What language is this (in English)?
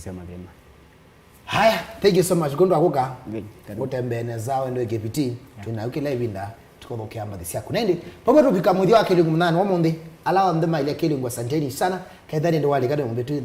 Kamba